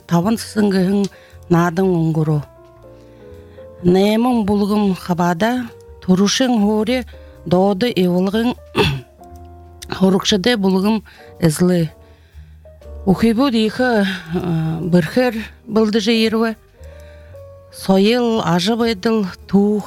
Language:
Buriat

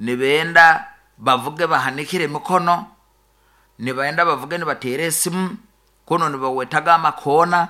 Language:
Nyoro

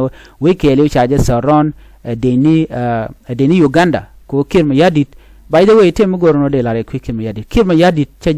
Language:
Nuer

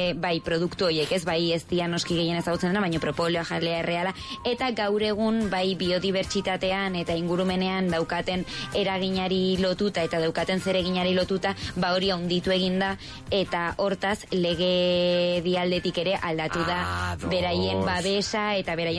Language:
Basque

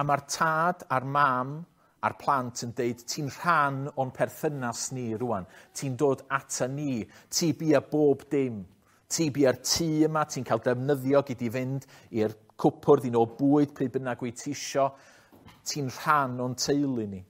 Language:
Welsh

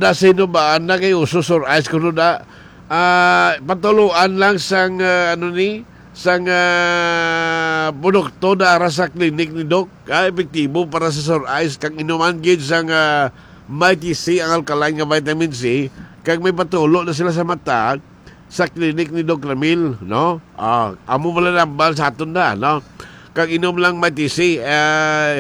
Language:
Hiligaynon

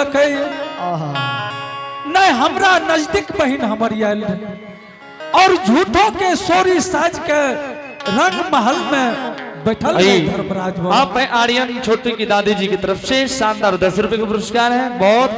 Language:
Angika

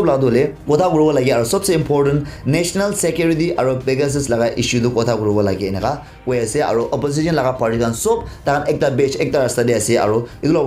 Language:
Naga Pidgin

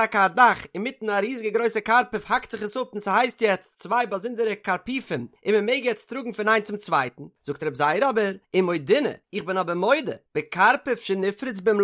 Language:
Yiddish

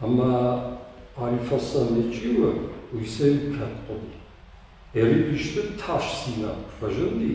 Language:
Ossetic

